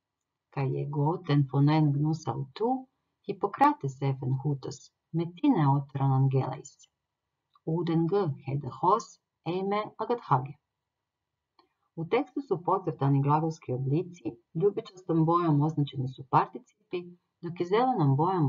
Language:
Croatian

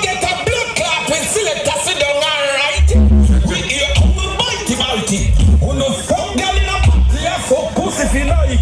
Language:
Jamaican Creole English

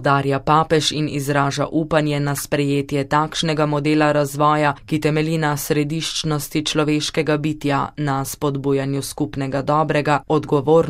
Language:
Slovenian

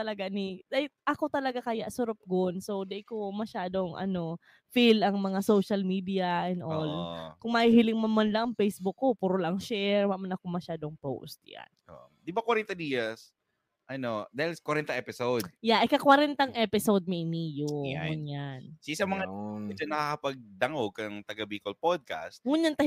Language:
Bikol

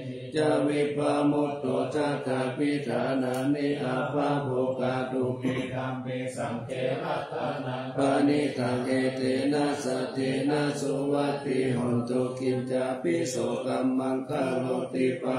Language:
Pali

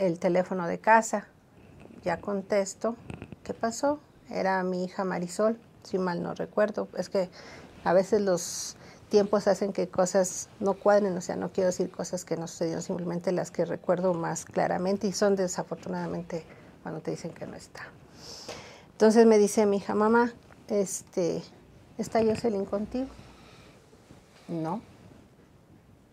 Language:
Spanish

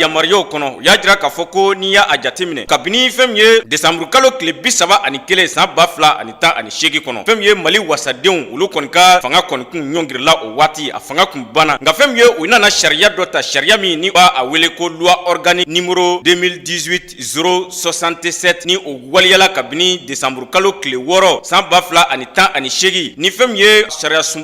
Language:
Bambara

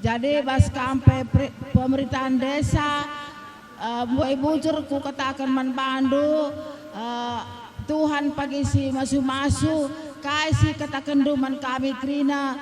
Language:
Batak Karo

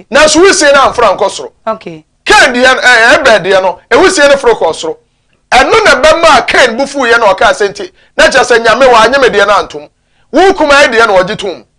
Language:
Akan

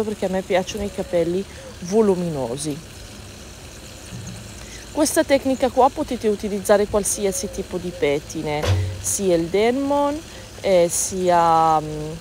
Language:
Italian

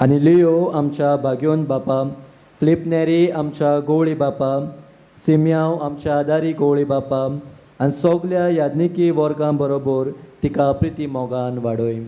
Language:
Konkani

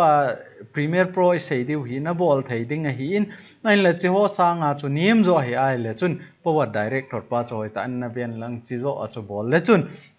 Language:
Thado Chin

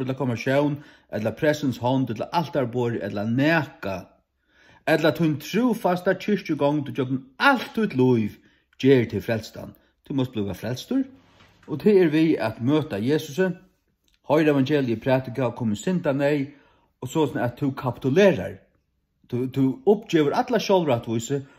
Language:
Faroese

